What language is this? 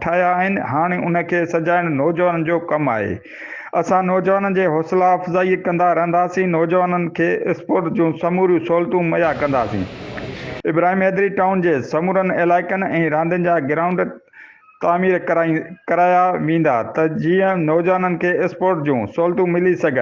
Sindhi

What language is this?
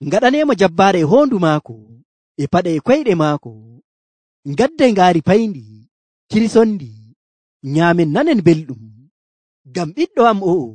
Nigerian Fulfulde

